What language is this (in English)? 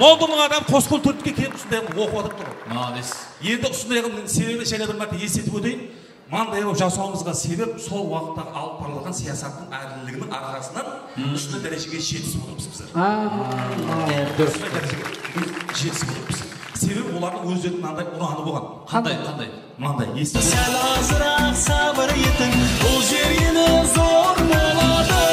Kara-Kalpak